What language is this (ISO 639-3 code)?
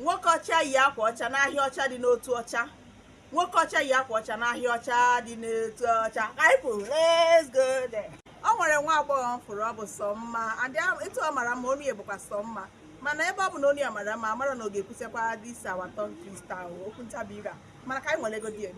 ibo